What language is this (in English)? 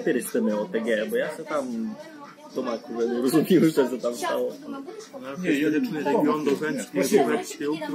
Rusyn